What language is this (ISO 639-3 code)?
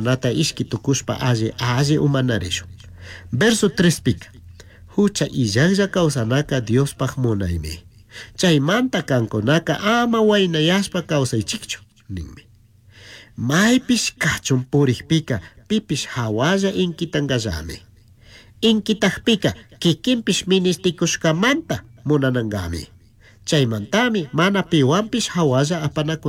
qug